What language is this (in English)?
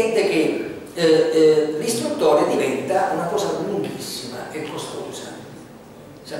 Italian